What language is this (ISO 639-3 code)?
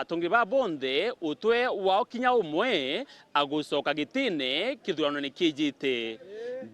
mer